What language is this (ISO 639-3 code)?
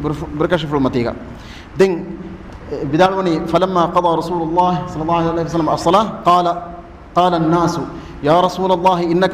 div